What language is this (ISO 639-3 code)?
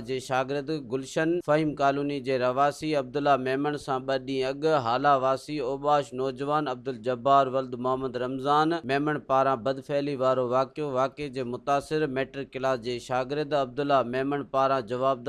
snd